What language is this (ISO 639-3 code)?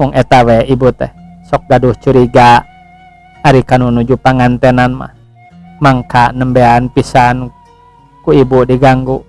sun